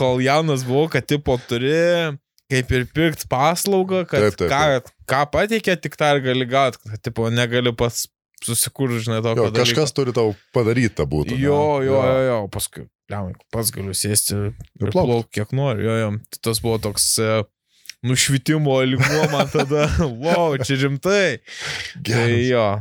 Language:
Lithuanian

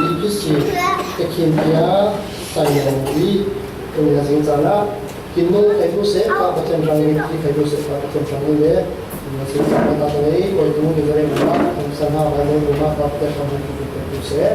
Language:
Falam Chin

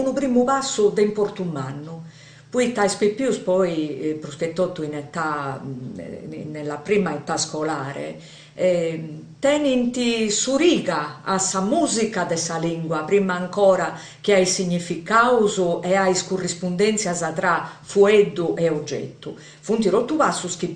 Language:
Sardinian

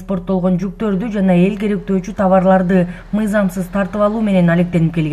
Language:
Kyrgyz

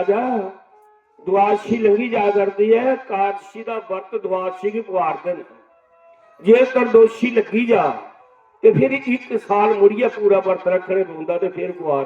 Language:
Dogri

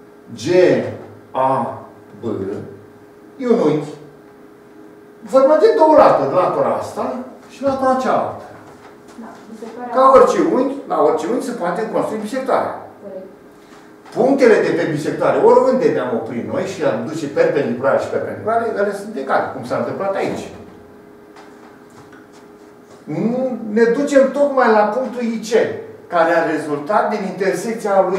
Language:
Romanian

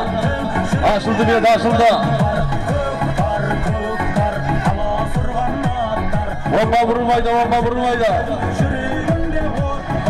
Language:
Kazakh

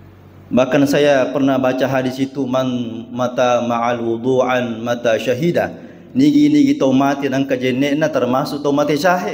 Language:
Buginese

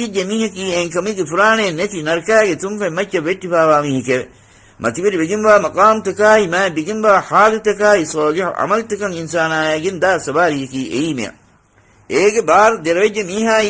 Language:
Divehi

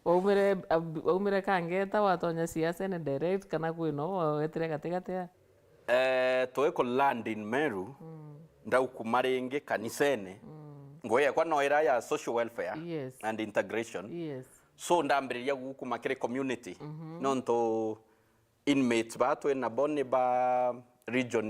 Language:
Meru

